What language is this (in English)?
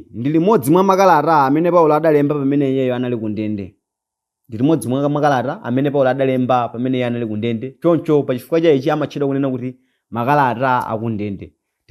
Nyanja